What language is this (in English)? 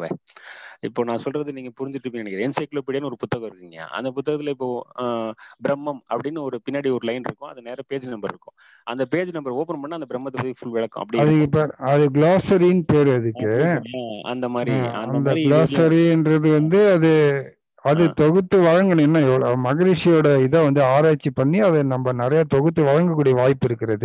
Tamil